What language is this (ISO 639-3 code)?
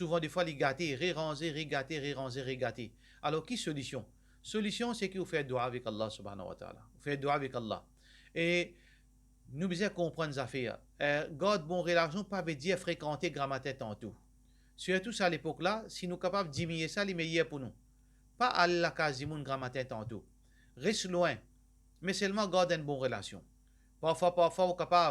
mfe